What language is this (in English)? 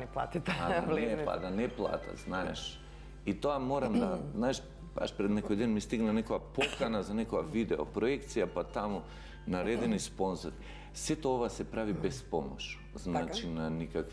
Macedonian